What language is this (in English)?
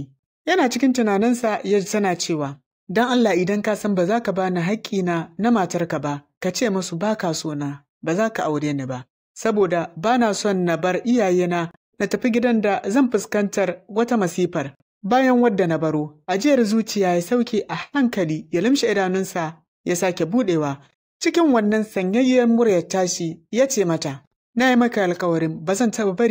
Hausa